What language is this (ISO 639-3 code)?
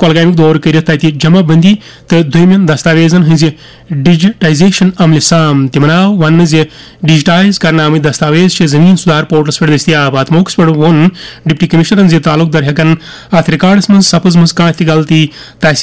kas